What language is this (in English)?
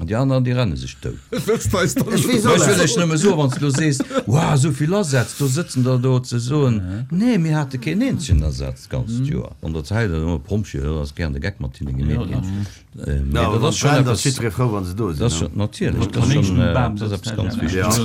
Luxembourgish